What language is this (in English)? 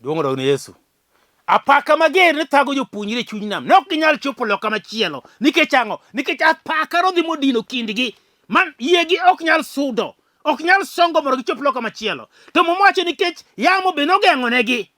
Luo (Kenya and Tanzania)